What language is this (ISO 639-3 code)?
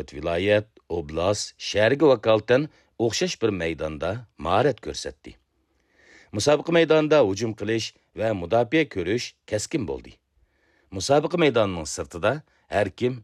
uig